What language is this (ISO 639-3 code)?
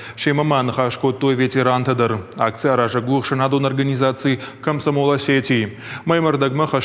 oss